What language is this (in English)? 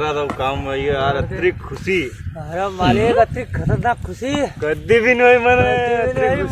Rajasthani